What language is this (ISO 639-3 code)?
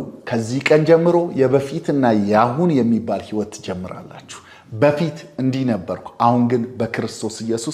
amh